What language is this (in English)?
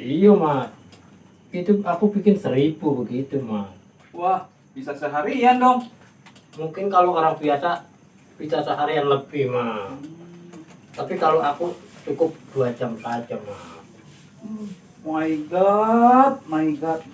Betawi